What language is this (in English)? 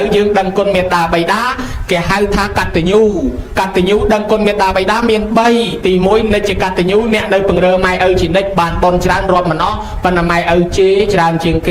Khmer